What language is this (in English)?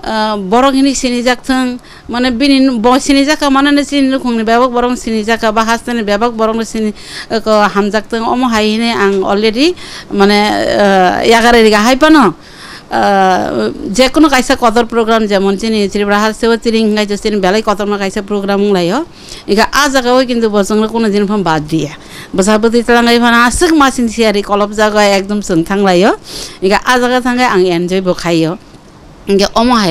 Kok Borok